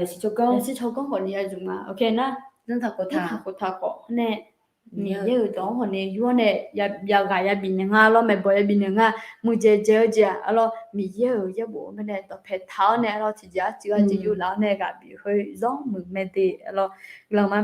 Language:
Akha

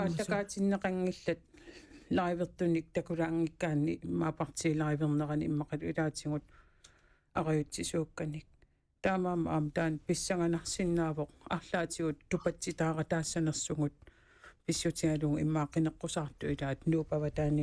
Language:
Kalaallisut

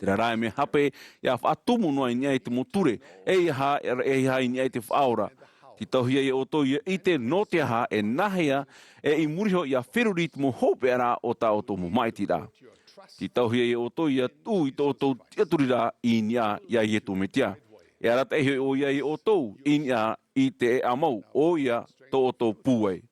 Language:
Tahitian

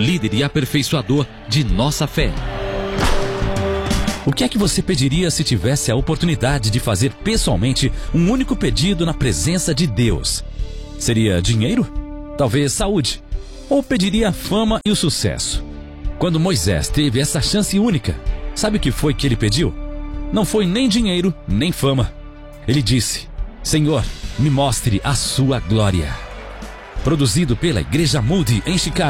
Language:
Portuguese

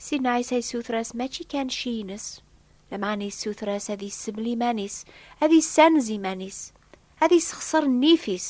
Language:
Kabyle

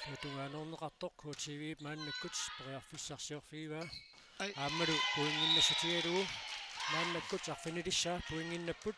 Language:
Kalaallisut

